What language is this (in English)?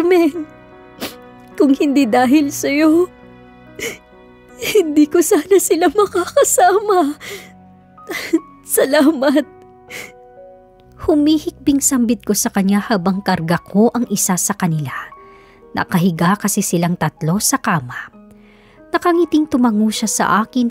Filipino